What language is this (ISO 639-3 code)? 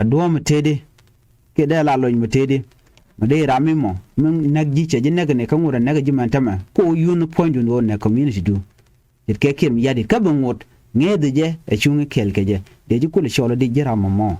nus